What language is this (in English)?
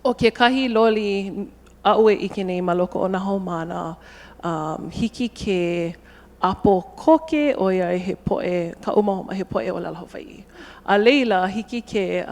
Hawaiian